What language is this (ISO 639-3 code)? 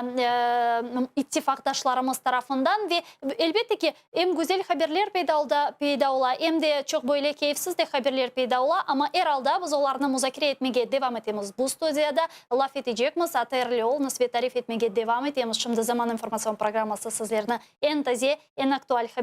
crh